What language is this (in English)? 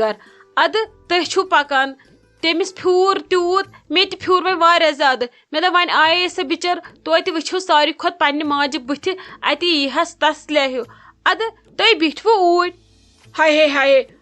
Kashmiri